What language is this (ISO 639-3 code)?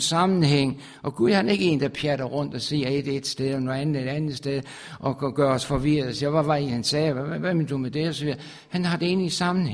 dan